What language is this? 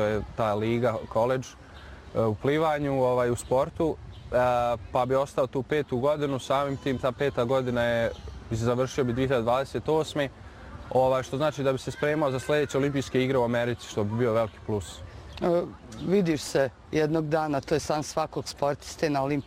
Bosnian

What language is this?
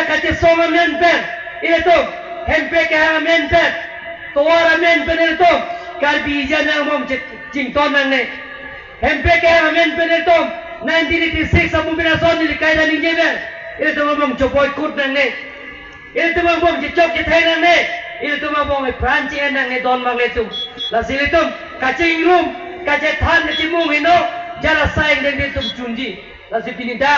Karbi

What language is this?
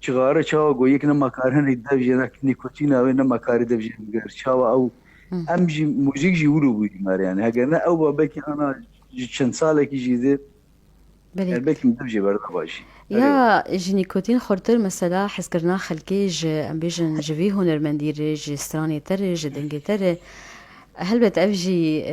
Kurdish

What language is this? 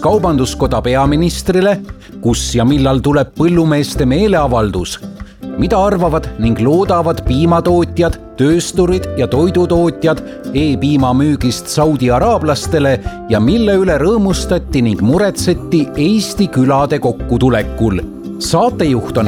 Estonian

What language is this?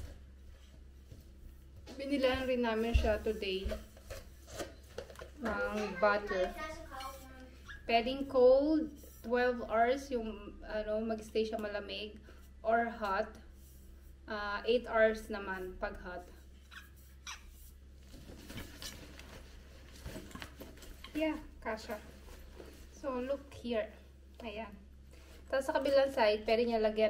Filipino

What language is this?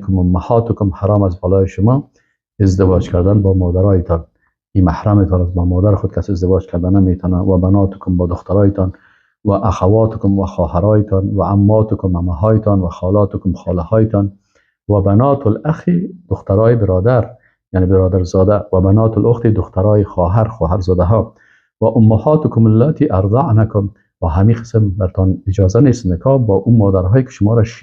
Persian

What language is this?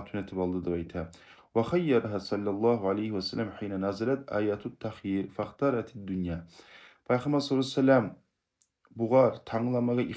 Kumyk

